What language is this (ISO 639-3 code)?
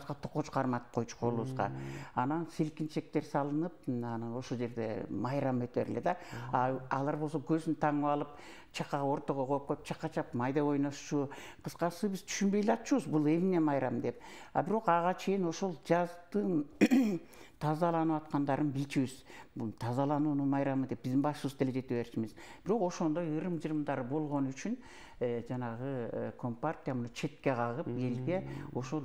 kir